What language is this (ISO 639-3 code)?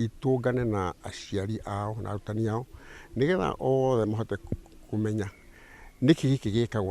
kik